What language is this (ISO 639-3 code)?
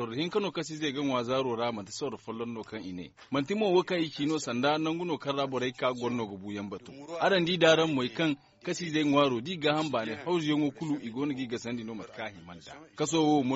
dje